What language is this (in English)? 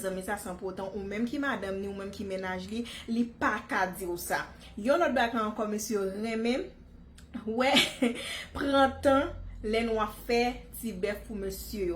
Haitian Creole